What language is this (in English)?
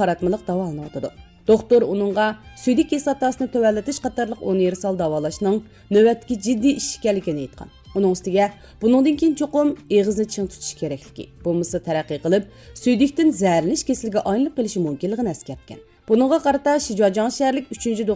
Uyghur